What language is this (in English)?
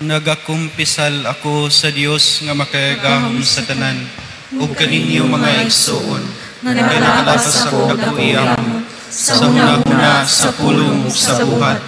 Cebuano